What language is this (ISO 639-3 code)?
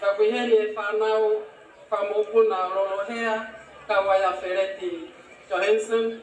ton